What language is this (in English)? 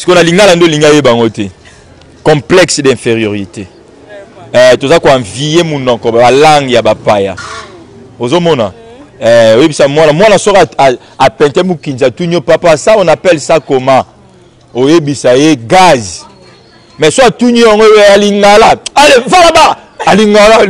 Lingala